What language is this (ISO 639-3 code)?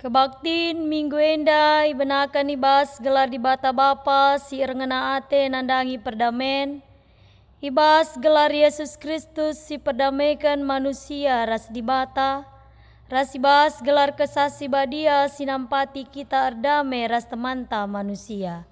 btx